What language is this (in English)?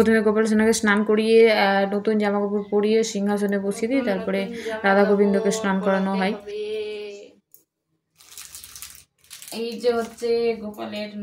Bangla